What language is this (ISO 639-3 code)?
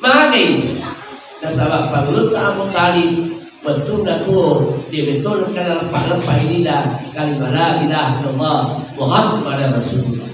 bug